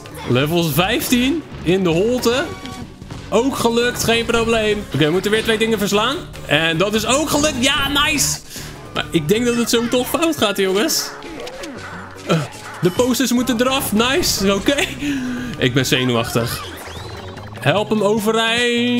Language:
Dutch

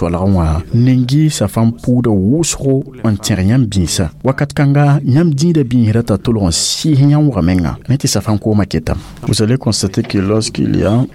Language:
Mossi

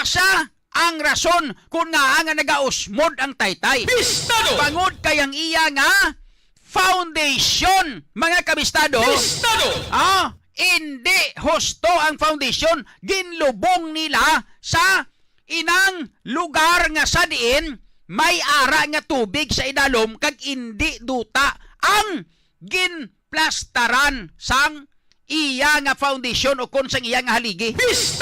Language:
Hiligaynon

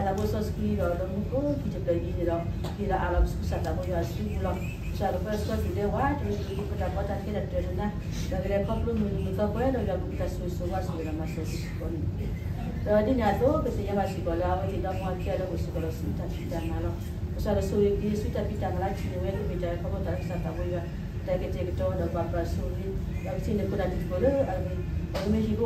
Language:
S'gaw Karen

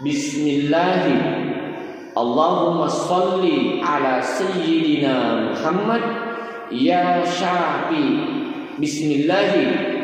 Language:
Buginese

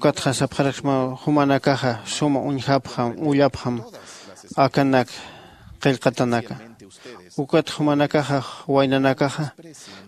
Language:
Aymara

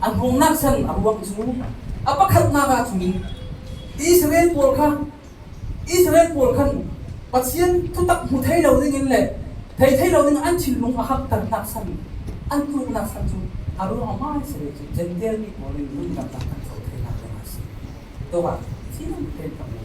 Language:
Falam Chin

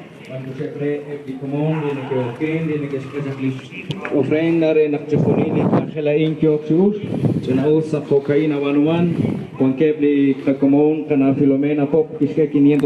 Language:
Kekchí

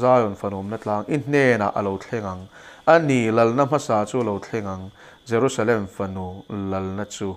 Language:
Mizo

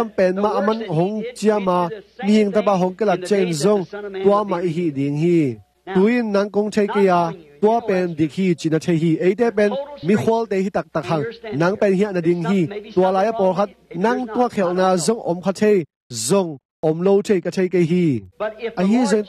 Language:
Tedim Chin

